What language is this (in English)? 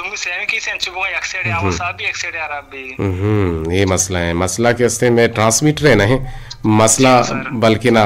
Eastern Balochi